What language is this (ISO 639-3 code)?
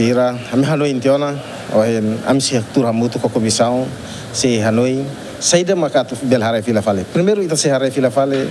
tet